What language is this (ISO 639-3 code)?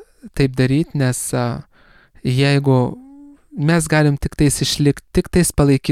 lit